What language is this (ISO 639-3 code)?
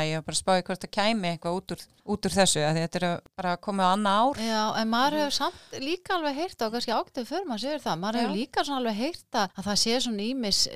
isl